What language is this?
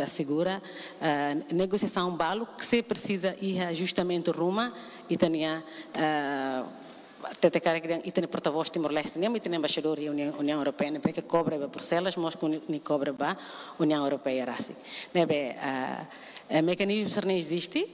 Tetum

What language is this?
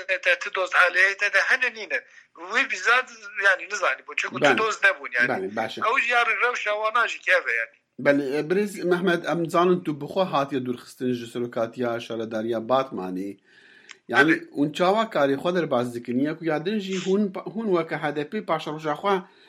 Kurdish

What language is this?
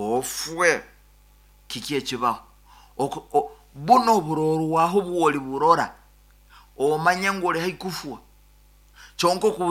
Nyankole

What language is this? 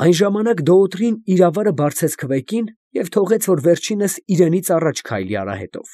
Armenian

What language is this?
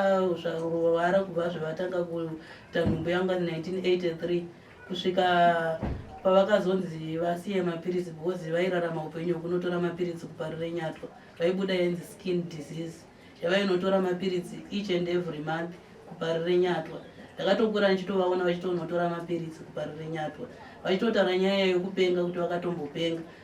Shona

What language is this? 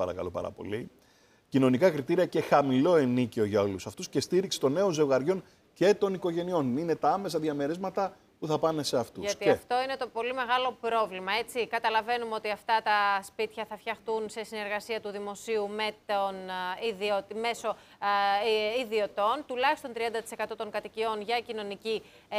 Greek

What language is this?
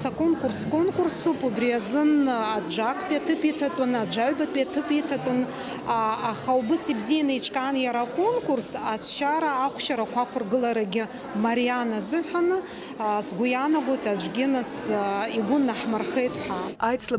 Abkhazian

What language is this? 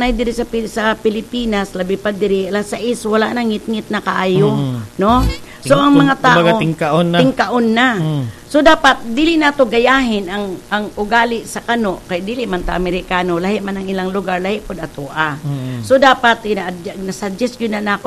Cebuano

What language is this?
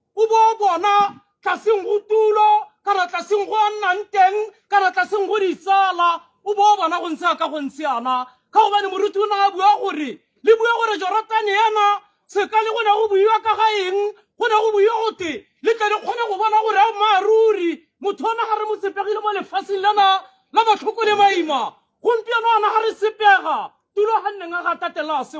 Tswana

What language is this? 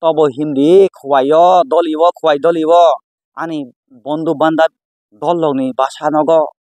Kok Borok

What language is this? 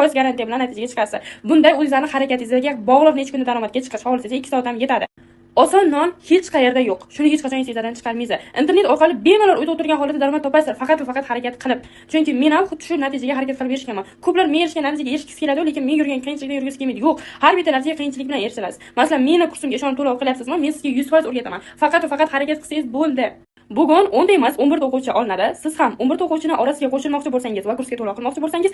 Uzbek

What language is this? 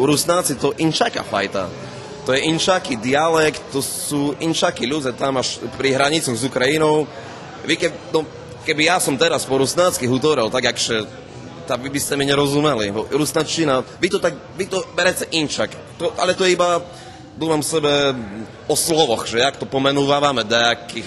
Rusyn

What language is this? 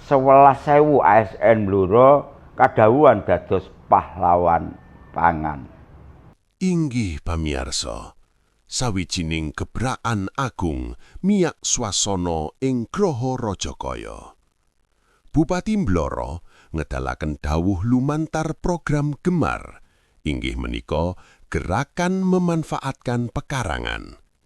Javanese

